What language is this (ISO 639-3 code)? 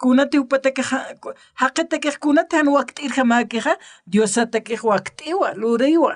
aym